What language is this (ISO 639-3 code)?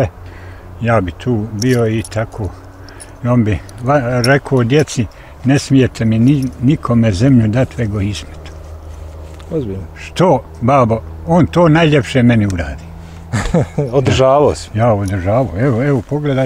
bos